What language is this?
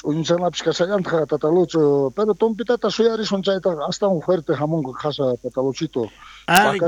South Bolivian Quechua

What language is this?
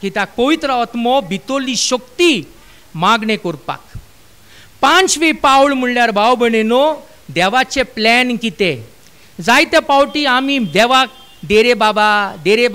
Konkani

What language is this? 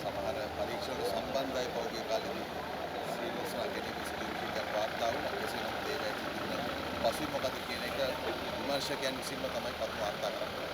Sinhala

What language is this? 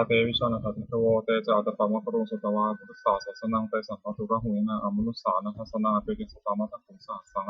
Pali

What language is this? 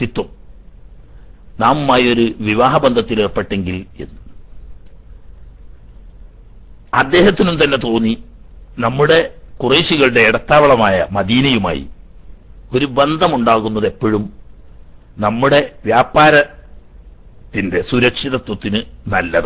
Malayalam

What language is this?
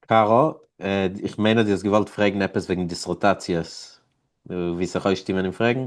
Yiddish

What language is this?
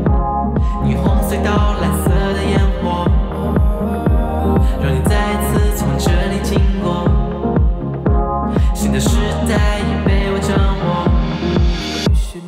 Chinese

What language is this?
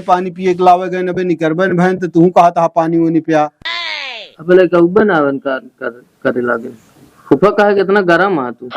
Awadhi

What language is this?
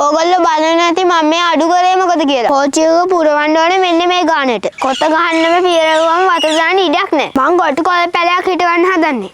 Sinhala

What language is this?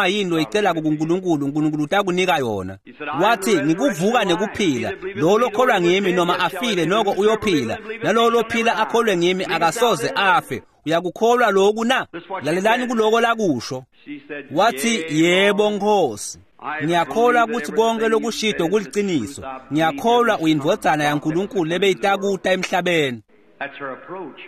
Swati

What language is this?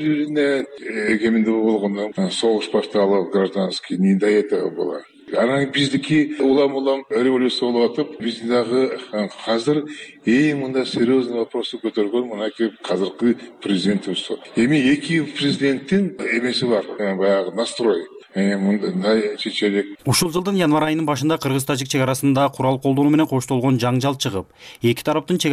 Kyrgyz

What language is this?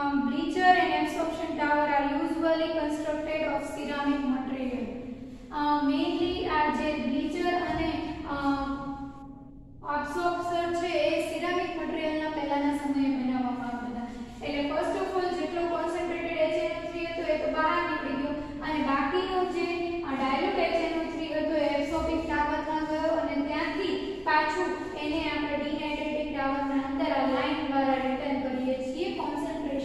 Gujarati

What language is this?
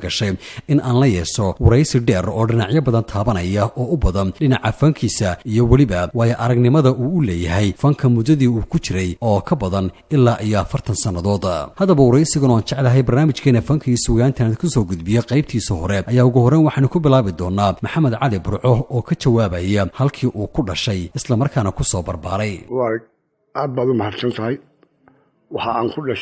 Somali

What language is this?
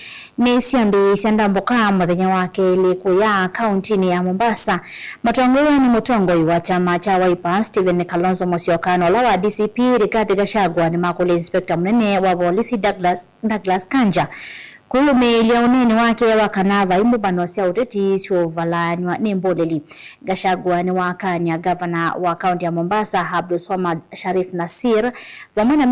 Kamba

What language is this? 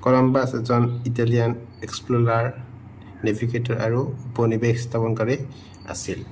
Assamese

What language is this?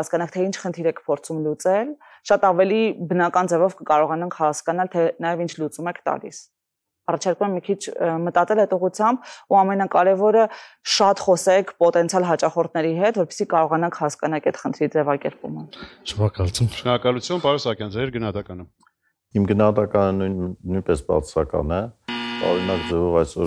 Armenian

